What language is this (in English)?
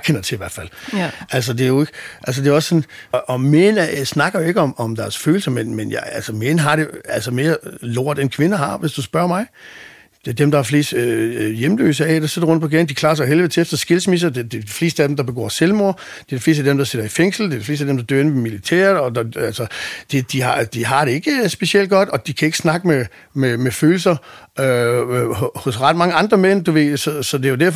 Danish